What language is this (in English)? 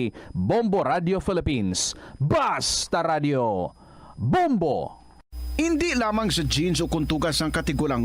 Hiligaynon